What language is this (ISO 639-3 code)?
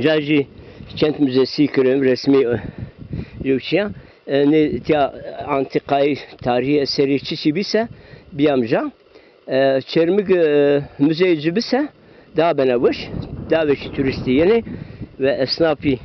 zza